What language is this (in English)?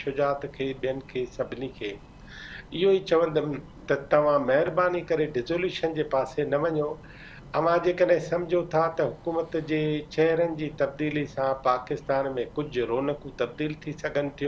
Sindhi